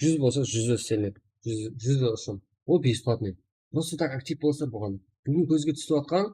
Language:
Kara-Kalpak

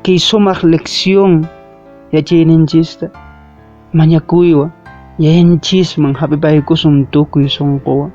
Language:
Quechua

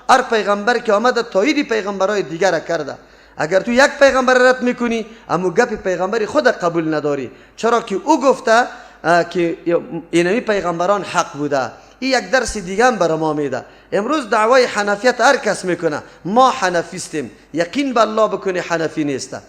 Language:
Persian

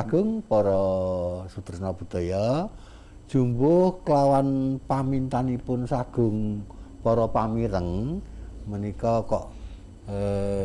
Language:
Javanese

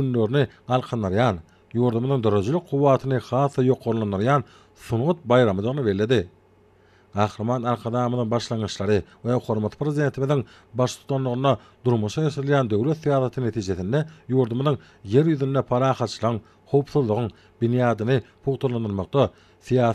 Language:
Turkmen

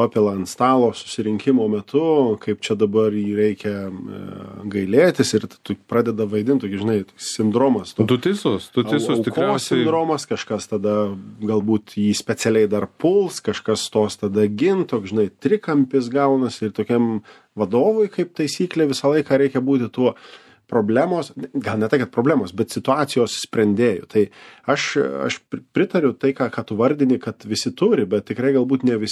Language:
Lithuanian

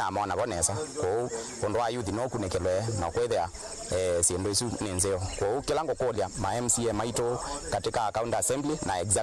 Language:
Kamba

